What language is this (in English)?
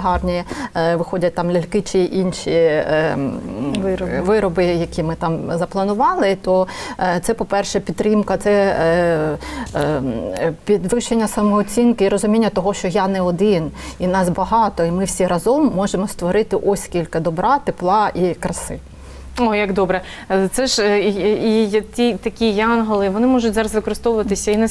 Ukrainian